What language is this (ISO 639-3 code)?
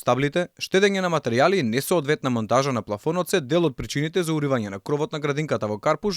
mkd